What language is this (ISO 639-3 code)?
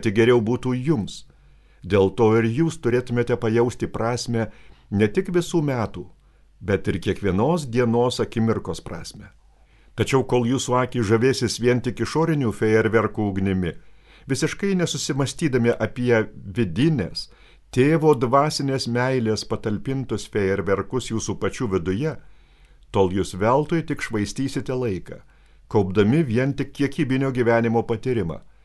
lit